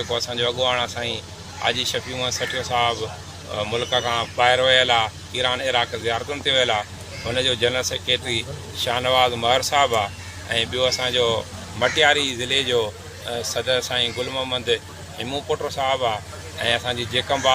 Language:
Sindhi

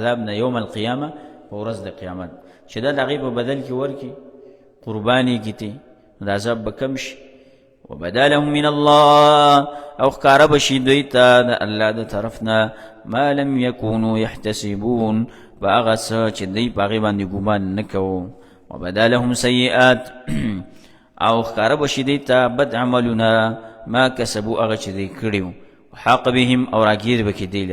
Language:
Pashto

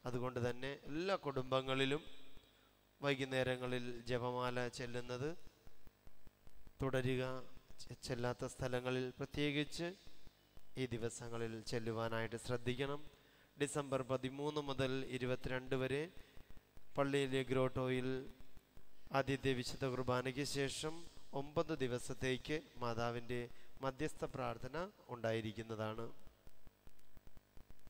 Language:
Malayalam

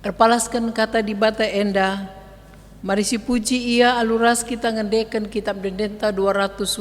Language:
Batak Karo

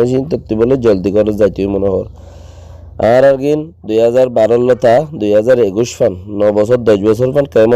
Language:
Rohingya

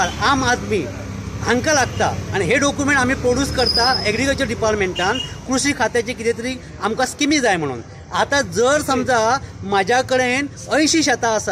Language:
Konkani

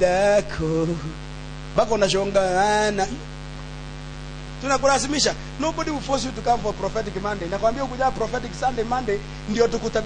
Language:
Swahili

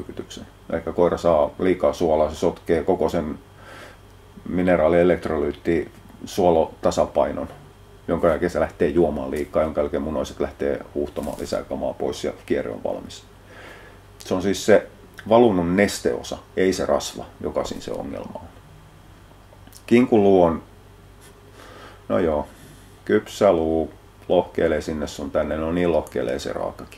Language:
Finnish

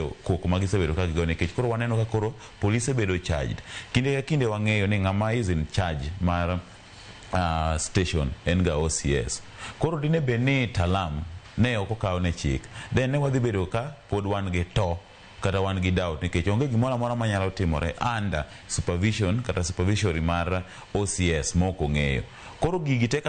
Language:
Luo (Kenya and Tanzania)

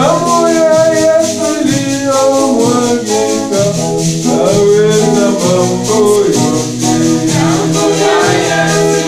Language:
Swahili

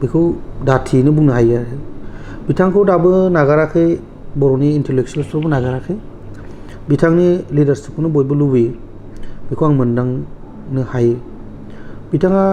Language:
Bodo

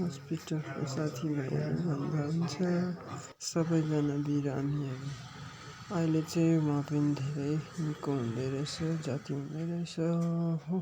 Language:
Nepali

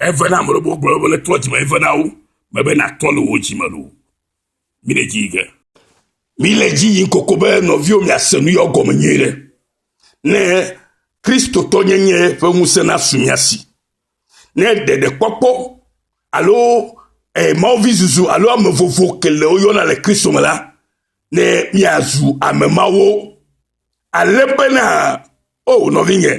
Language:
Ewe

